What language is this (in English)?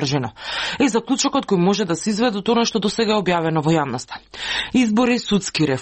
Macedonian